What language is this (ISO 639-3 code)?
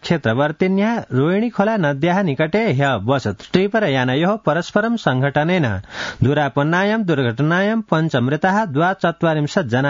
san